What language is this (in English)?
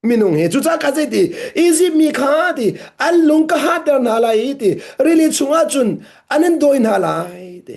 Hakha Chin